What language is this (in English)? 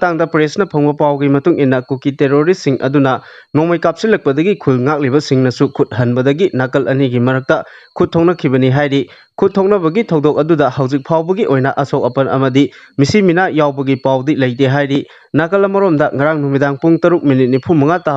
Manipuri